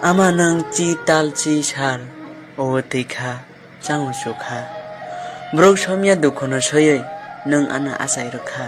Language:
Kok Borok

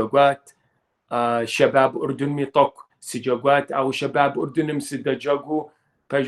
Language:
Kabardian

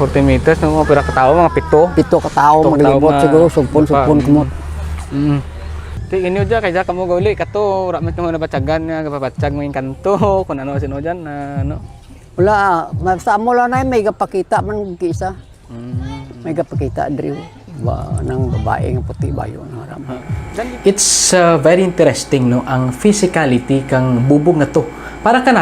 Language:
Kinaray-a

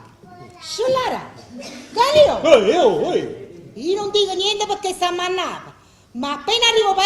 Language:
Neapolitan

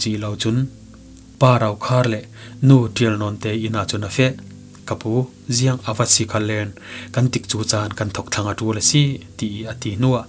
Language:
Falam Chin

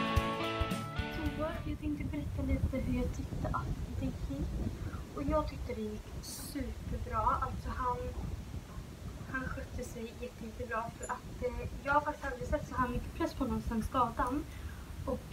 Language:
Swedish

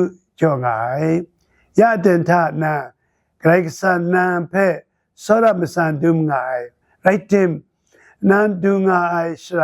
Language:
Kachin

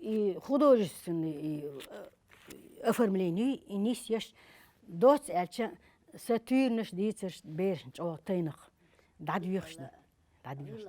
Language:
Chechen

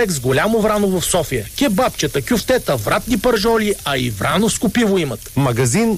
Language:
Bulgarian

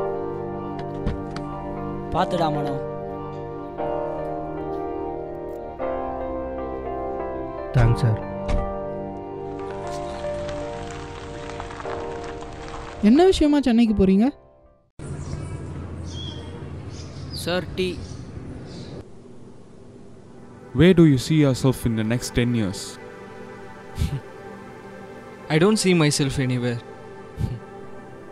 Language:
Tamil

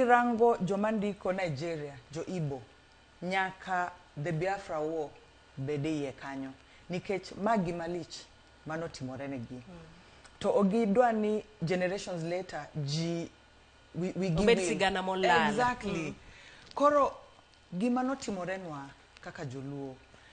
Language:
Luo (Kenya and Tanzania)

